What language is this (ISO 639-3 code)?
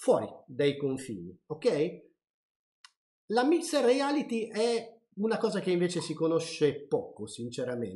ita